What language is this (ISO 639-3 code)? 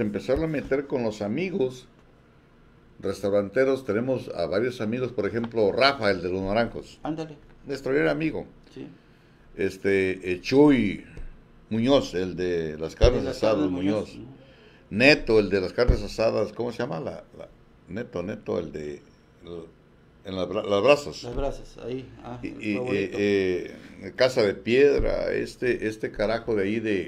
spa